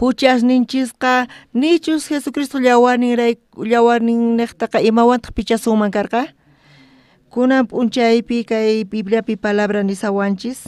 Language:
South Bolivian Quechua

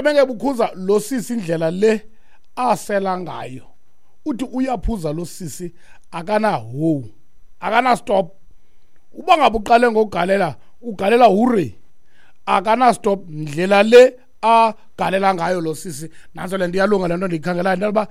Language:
Xhosa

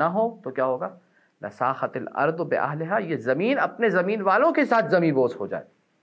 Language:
Urdu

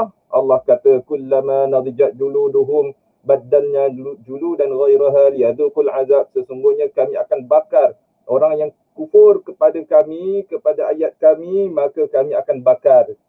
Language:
Malay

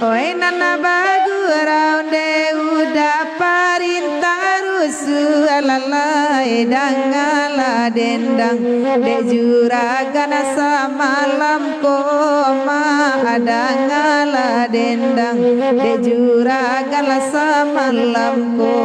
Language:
Minangkabau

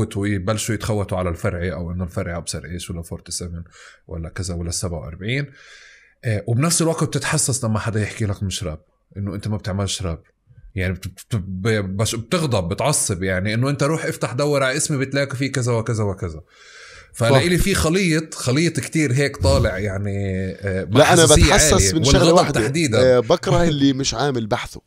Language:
North Levantine Arabic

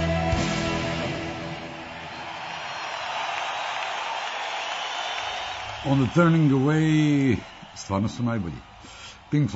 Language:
Serbian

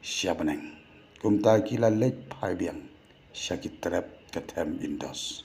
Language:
Khasi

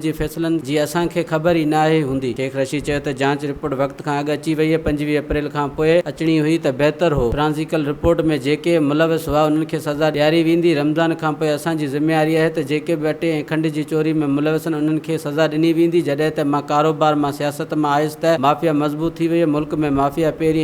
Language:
Sindhi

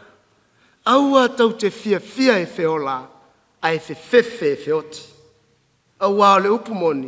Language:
Samoan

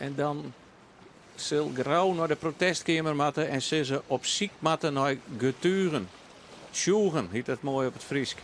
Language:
Western Frisian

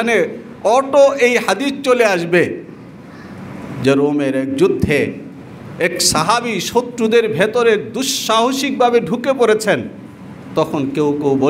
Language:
Bangla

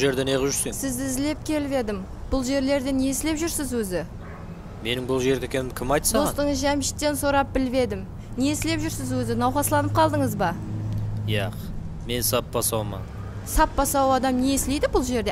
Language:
Kara-Kalpak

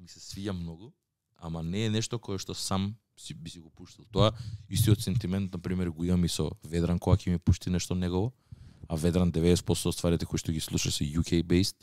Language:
Macedonian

